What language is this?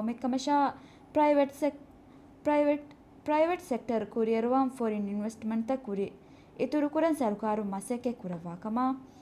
Divehi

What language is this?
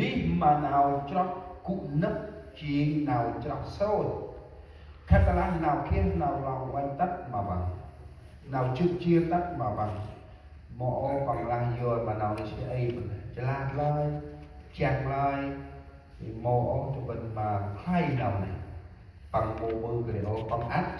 Central Mnong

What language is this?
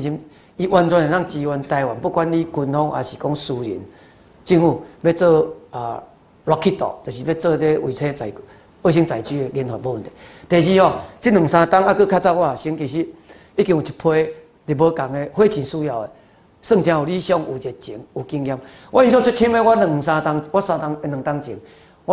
Min Nan Chinese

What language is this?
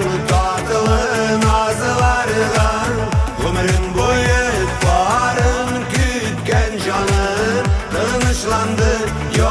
Tatar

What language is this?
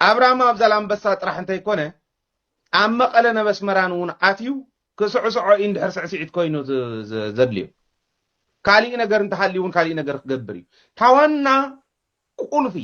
Tigrinya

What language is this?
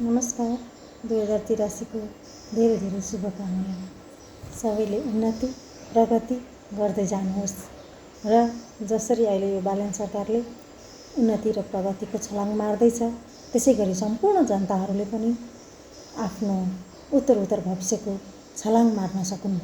Nepali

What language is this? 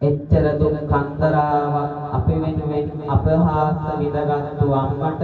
Sinhala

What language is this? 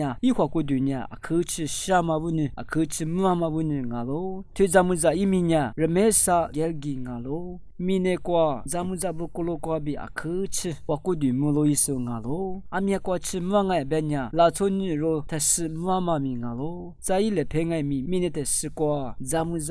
Lisu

